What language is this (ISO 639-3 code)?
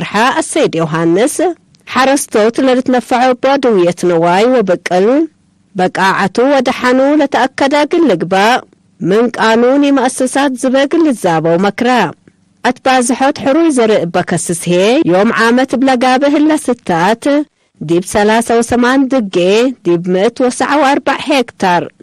tig